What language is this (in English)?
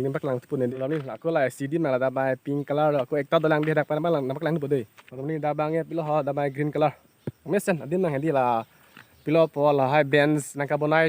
Karbi